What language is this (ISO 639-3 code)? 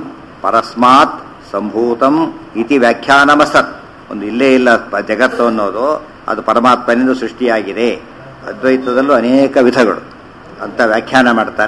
kan